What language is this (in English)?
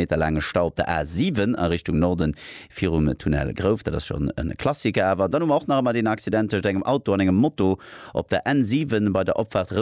Luxembourgish